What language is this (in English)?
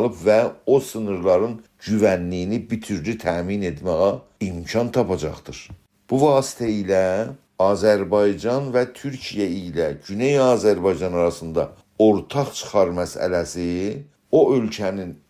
South Azerbaijani